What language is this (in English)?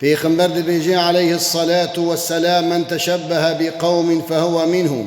Kurdish